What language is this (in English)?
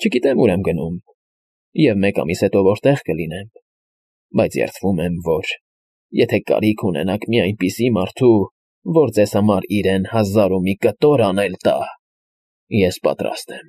Armenian